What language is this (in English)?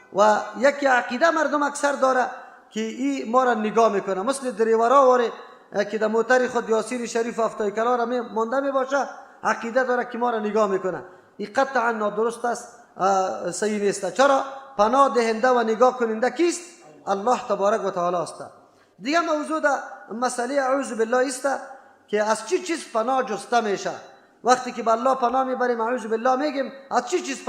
Persian